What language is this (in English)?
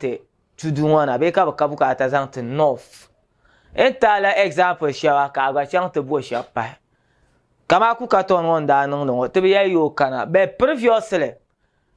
Dagbani